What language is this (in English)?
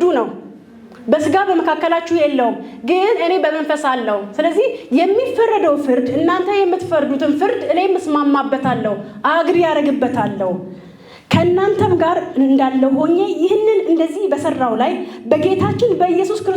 Amharic